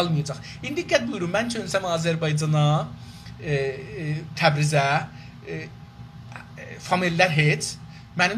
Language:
South Azerbaijani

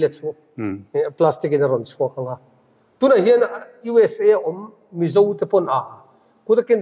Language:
Mizo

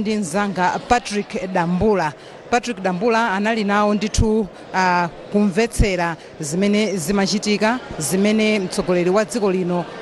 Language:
Nyanja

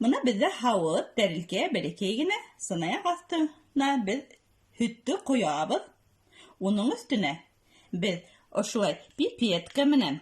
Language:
Bashkir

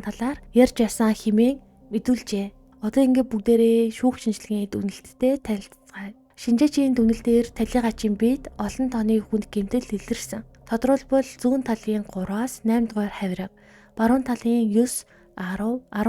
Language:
Mongolian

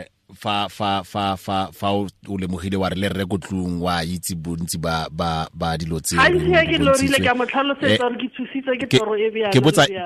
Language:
Tswana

